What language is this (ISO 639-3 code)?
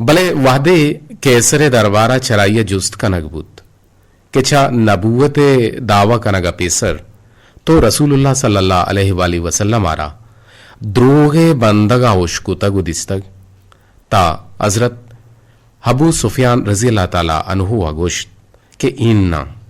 bgp